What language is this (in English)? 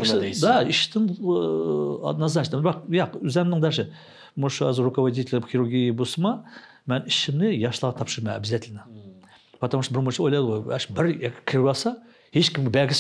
Uyghur